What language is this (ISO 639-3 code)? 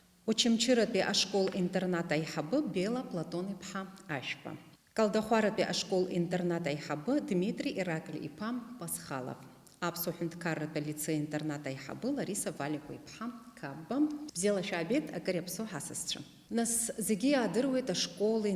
abk